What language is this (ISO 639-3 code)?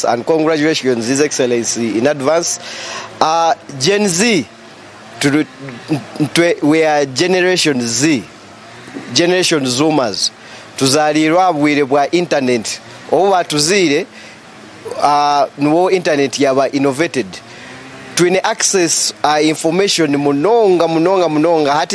nyn